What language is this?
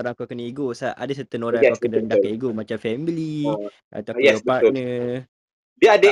Malay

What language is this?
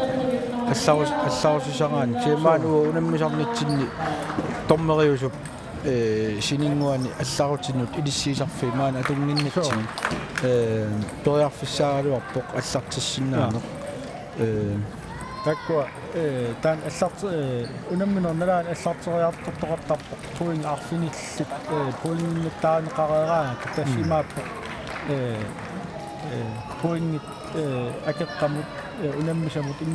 Kalaallisut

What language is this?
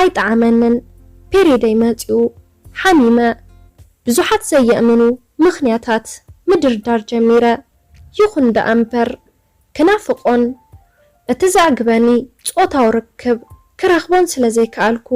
Tigrinya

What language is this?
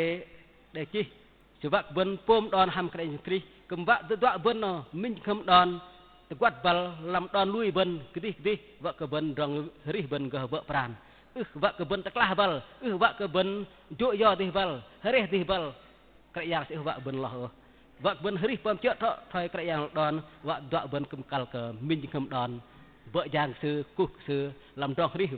Bahnar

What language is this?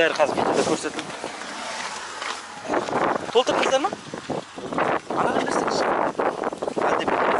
Kazakh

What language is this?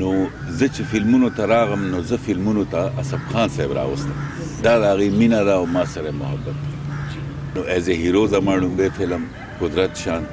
Pashto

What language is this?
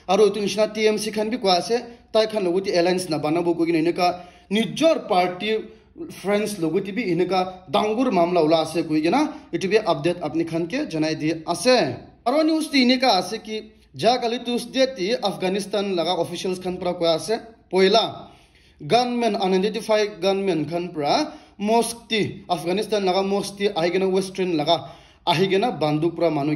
Naga Pidgin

